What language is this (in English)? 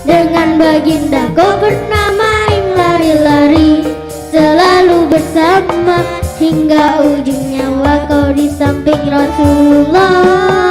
Betawi